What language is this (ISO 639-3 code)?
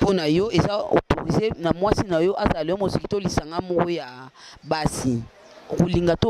lin